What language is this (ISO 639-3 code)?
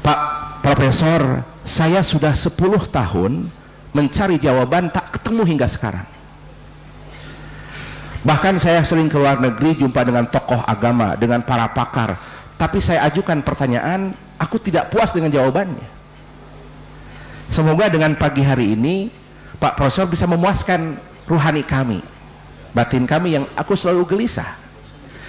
ind